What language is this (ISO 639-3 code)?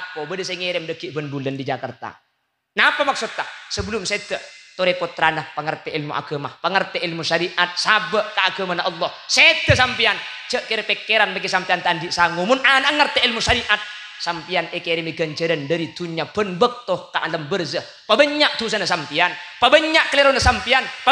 mad